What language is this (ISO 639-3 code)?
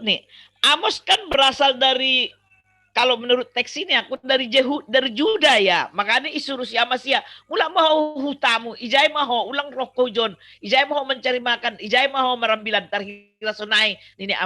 bts